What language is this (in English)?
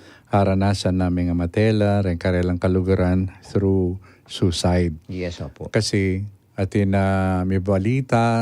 Pampanga